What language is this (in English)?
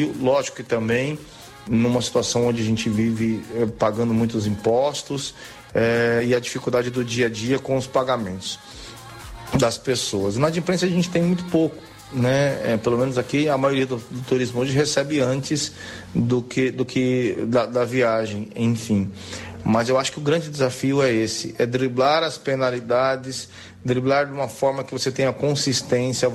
Portuguese